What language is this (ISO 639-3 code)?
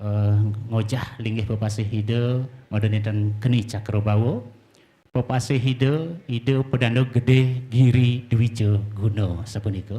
ban